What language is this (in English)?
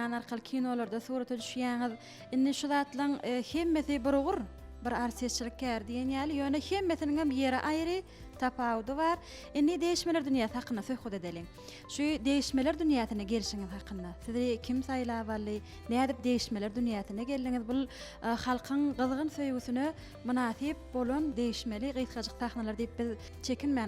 Turkmen